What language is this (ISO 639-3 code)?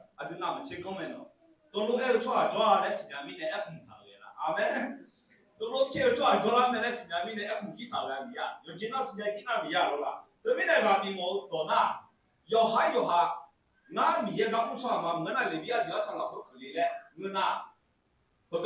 ahk